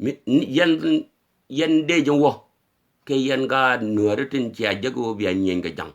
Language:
Nuer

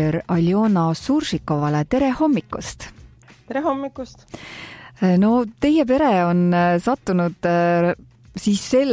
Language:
Estonian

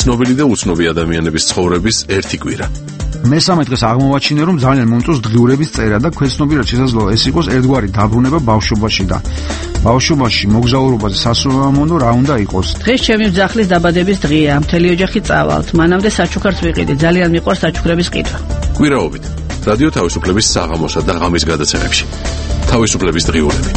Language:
Georgian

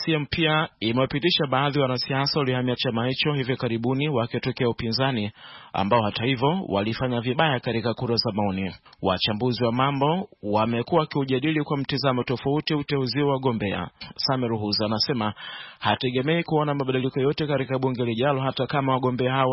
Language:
Swahili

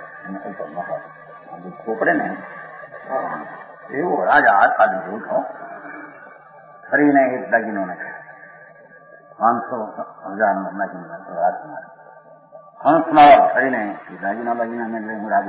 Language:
Gujarati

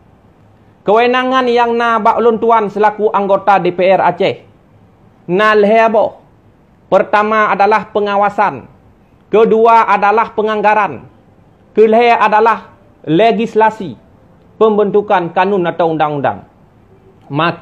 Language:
Achinese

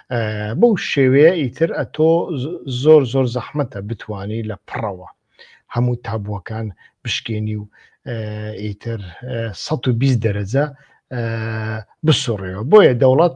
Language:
Central Kurdish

